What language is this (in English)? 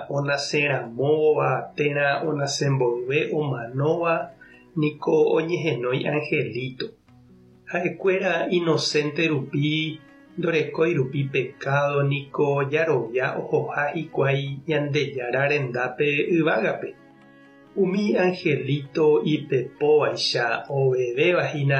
Guarani